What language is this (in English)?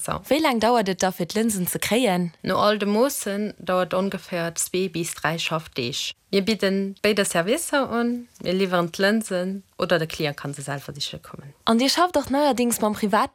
Luxembourgish